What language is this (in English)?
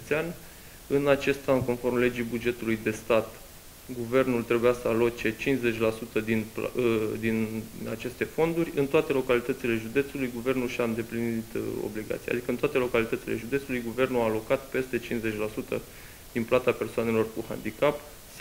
Romanian